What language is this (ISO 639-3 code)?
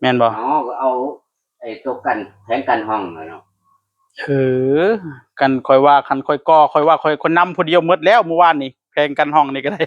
tts